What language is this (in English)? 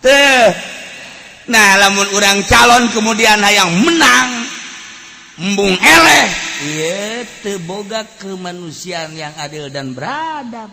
Sundanese